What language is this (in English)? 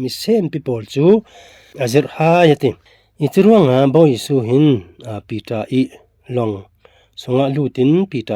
Falam Chin